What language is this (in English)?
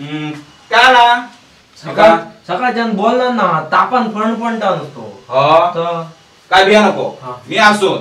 Konkani